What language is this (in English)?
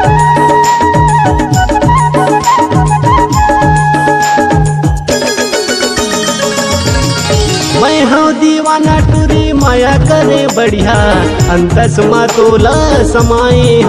Chhattisgarhi